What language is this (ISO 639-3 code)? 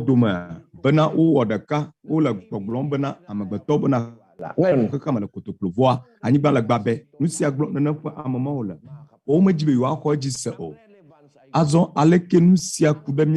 ewe